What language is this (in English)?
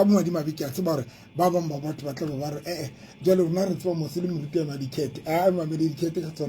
Southern Sotho